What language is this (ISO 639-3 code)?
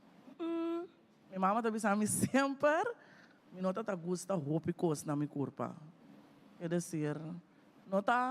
pap